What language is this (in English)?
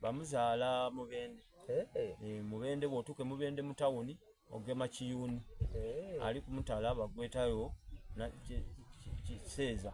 Soga